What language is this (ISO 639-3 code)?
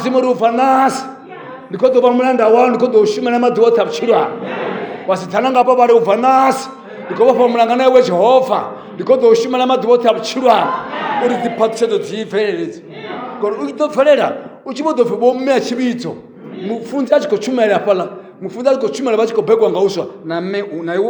ven